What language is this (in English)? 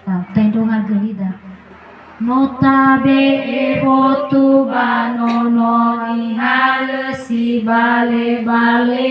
Nias